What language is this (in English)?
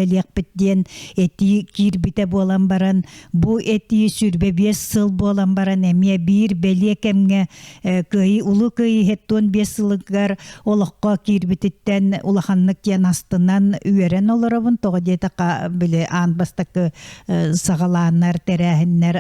Yakut